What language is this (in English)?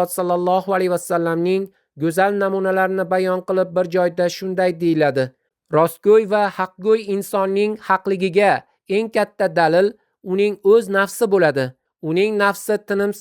Uzbek